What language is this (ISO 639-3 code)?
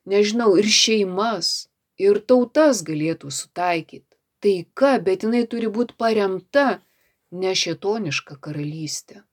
lit